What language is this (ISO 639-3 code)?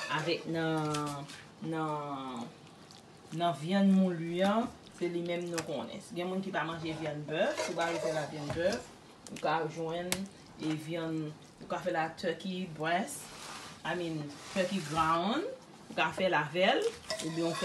hat